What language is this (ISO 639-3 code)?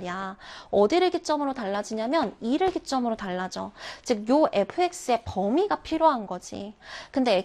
kor